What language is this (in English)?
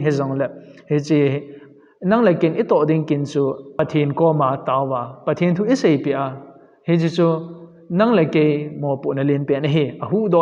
Thado Chin